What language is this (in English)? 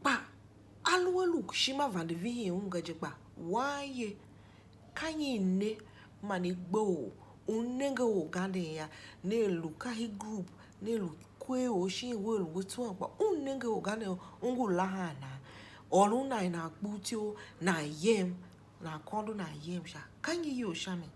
Tiv